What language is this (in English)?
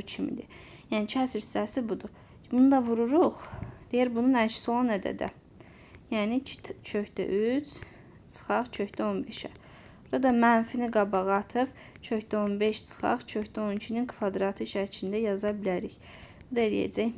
Azerbaijani